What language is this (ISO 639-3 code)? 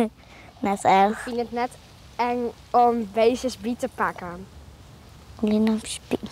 fry